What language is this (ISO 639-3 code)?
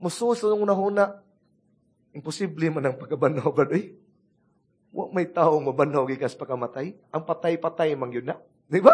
ceb